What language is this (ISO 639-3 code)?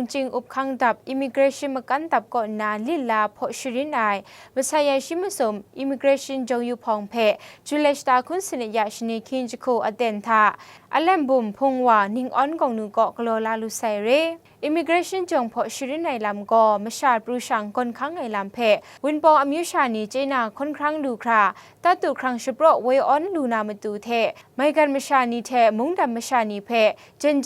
kac